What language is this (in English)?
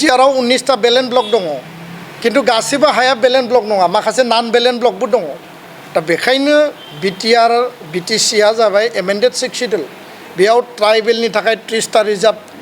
Bodo